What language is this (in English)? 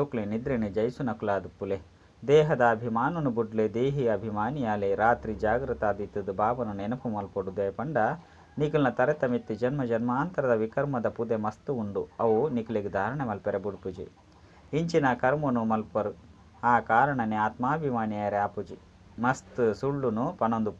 Tulu